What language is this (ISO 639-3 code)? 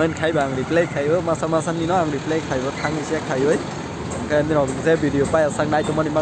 trp